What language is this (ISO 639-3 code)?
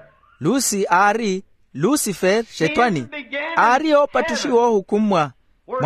vmw